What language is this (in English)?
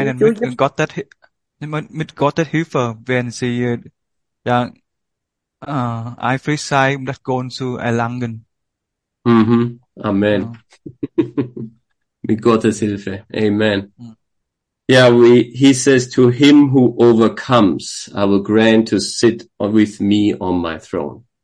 Vietnamese